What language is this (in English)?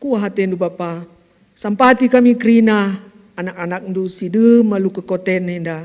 Batak Karo